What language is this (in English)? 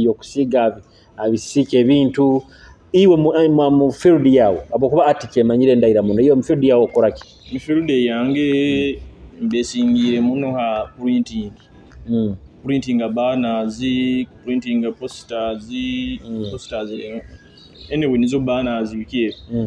Nyoro